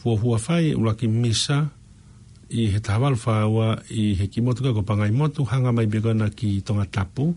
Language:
Tongan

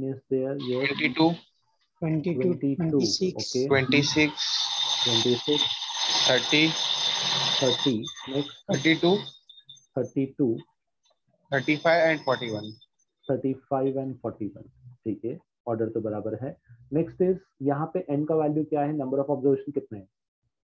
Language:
Hindi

